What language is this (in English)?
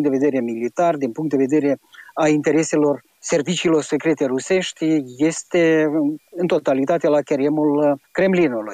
Romanian